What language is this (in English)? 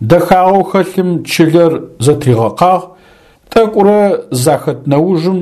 Adyghe